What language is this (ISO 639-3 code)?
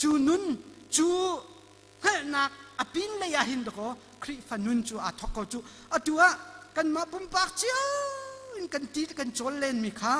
cnh